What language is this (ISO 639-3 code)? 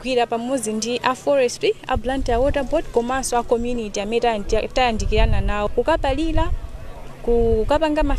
nya